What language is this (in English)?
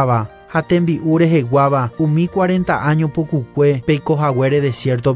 Guarani